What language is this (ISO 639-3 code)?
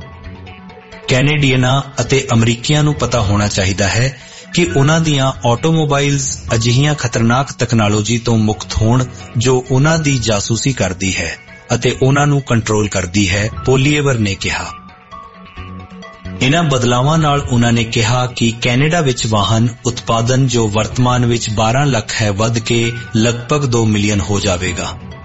pan